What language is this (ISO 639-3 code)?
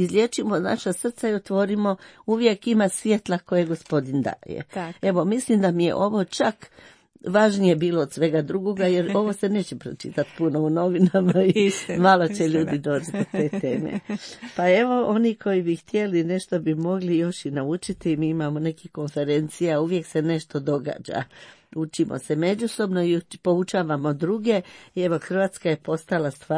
hrv